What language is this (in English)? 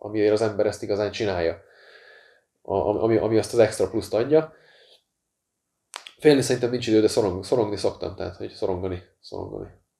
Hungarian